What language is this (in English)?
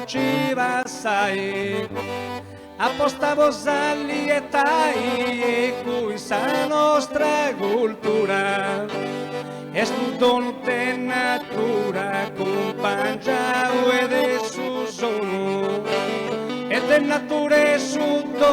Sardinian